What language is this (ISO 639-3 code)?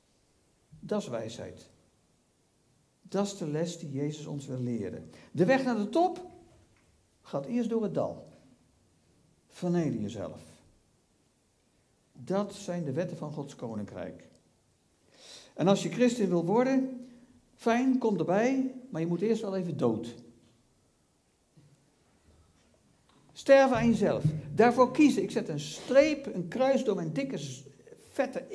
nld